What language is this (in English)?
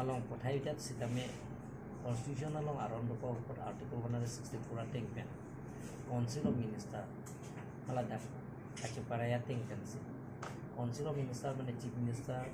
Karbi